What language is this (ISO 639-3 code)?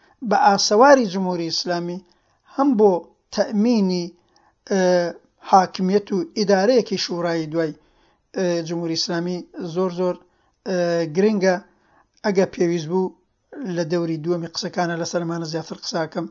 ckb